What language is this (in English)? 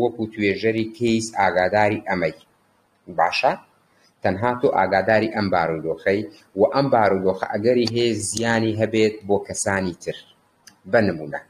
Central Kurdish